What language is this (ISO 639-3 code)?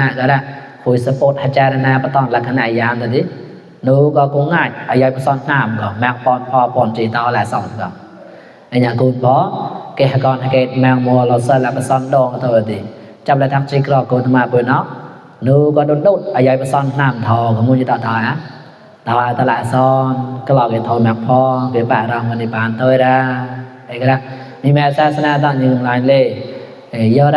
mnw